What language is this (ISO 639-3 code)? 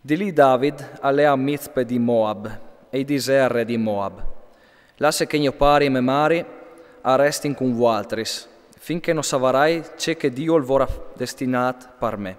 fur